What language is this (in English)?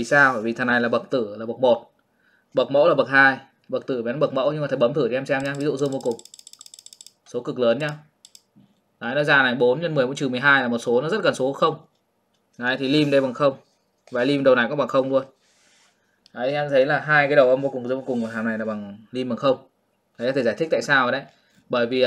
Vietnamese